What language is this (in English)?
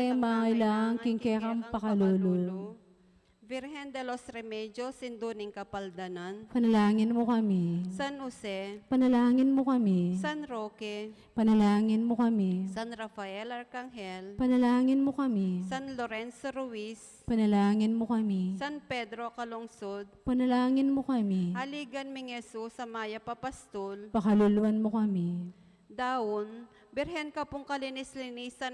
Pampanga